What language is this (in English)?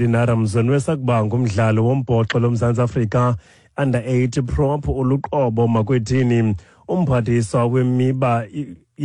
Xhosa